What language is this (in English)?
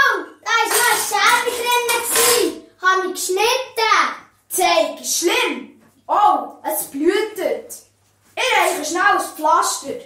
Swiss German